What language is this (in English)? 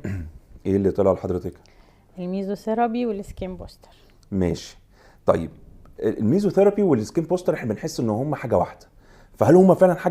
Egyptian Arabic